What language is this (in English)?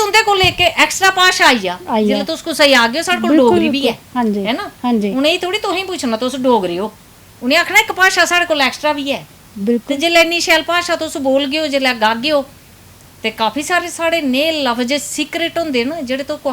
Dogri